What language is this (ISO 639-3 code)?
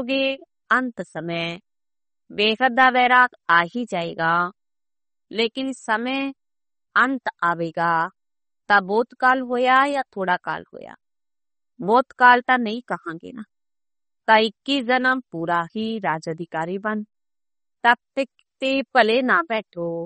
pan